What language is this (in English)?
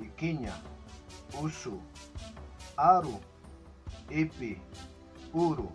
Aymara